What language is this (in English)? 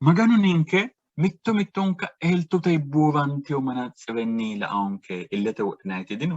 Sidamo